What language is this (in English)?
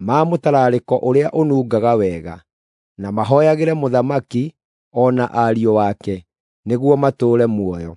Kikuyu